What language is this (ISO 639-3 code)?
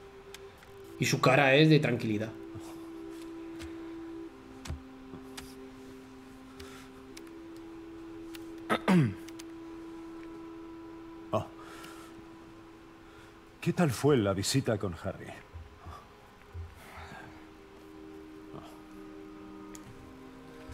spa